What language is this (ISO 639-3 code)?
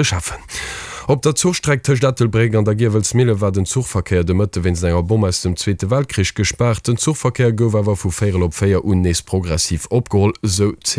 ltz